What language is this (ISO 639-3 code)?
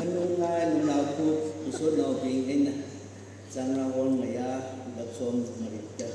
nmf